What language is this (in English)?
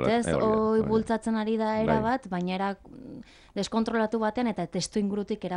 Basque